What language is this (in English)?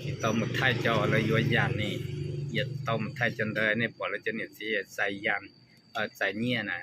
Hmong